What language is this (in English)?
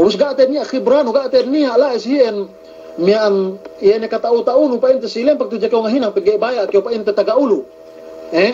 Yakan